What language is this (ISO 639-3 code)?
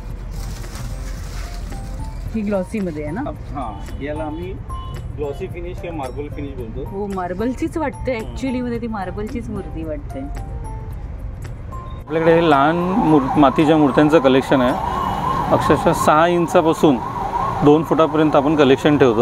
mar